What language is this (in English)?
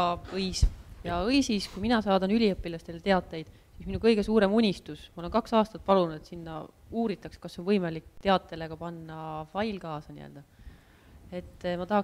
Estonian